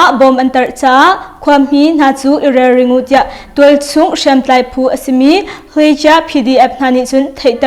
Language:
Hakha Chin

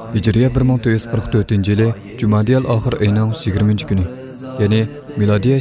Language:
Uyghur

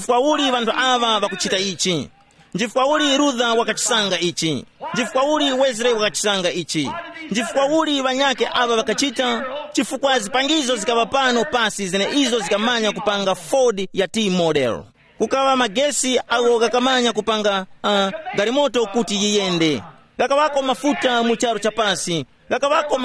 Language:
Tumbuka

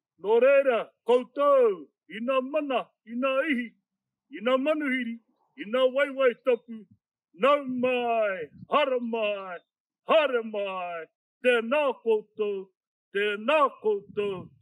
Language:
Māori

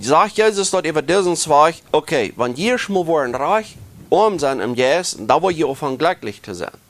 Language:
Plautdietsch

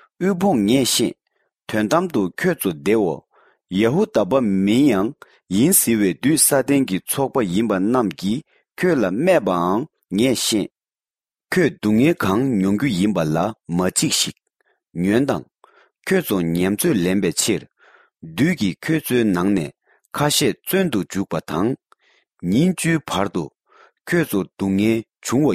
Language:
Tibetan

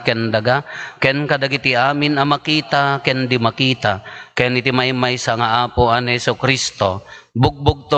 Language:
Iloko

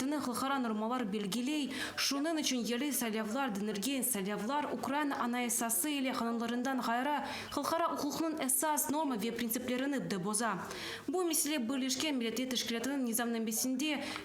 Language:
Crimean Tatar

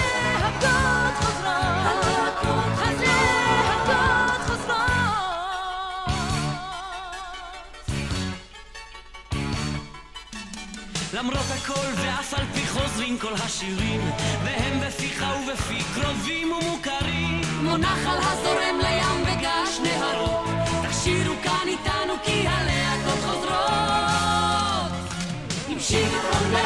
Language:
Hebrew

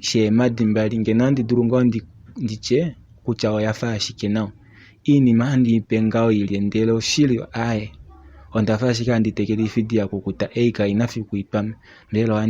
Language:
Kuanyama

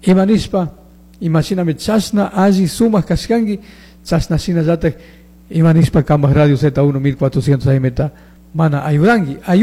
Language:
Chimborazo Highland Quichua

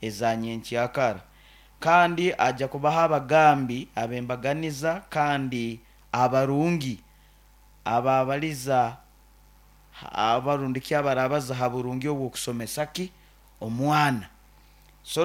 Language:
Nyoro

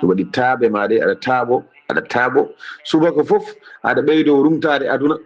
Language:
Fula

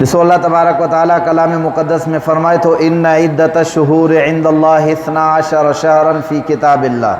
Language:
Sindhi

